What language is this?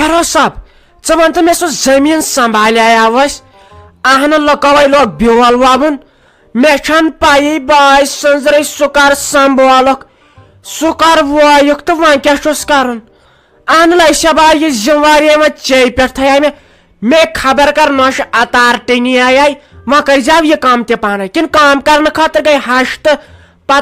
Kashmiri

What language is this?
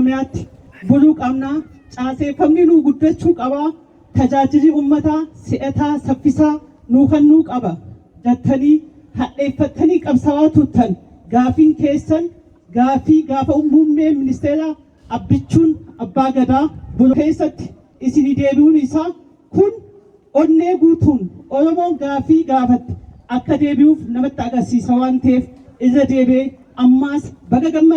Oromo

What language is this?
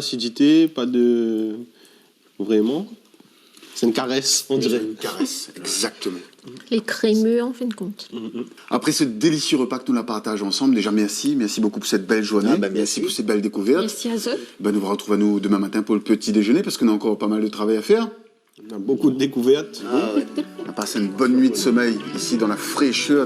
Réunion Creole French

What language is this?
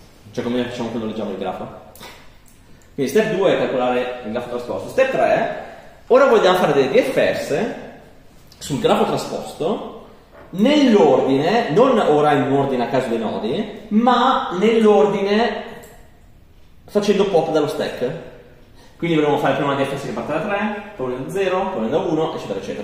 Italian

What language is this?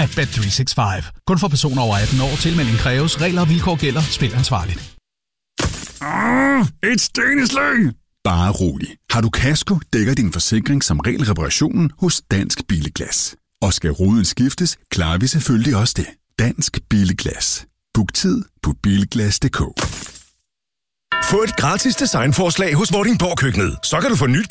Danish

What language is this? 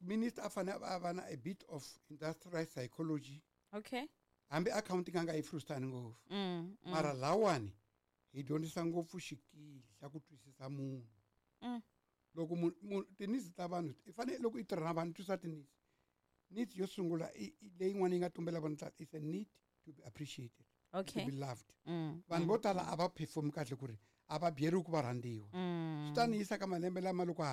Tsonga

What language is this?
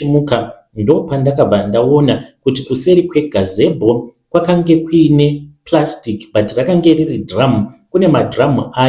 Shona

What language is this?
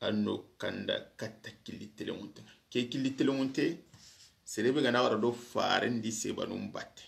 Soninke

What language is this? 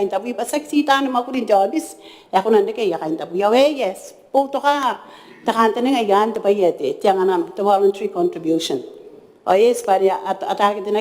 Gilbertese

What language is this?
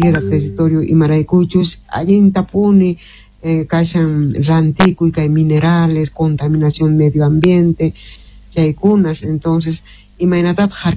Quechua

